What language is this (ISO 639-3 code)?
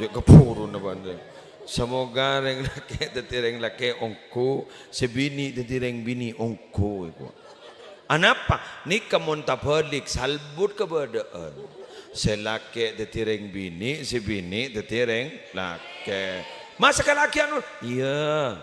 mad